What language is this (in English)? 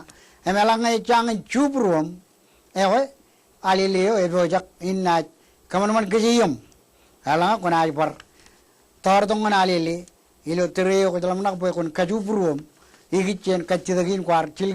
Marshallese